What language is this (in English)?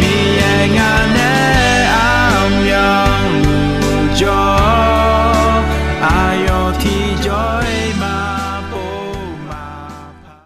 Akha